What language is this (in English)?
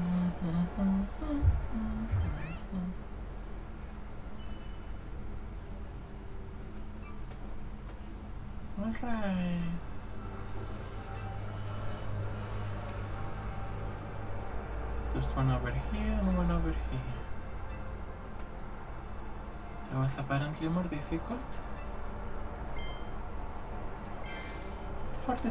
English